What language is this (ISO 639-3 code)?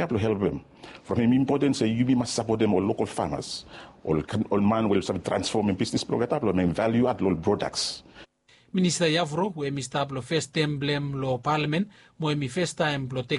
bis